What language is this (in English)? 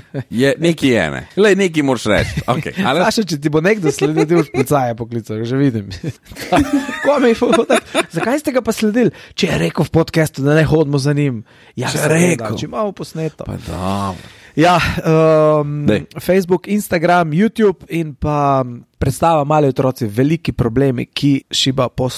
Slovenian